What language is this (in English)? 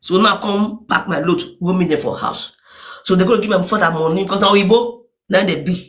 Nigerian Pidgin